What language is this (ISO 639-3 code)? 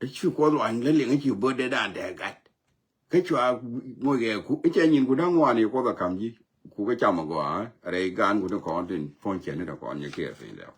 nus